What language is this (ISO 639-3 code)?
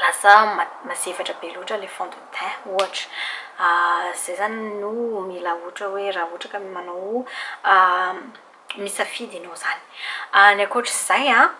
mlg